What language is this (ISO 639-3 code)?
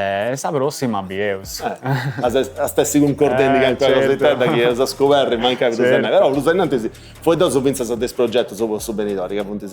srd